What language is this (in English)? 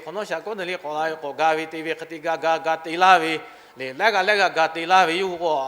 Lahu